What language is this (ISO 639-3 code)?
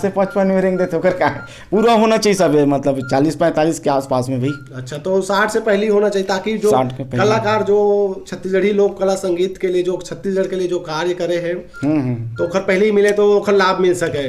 hne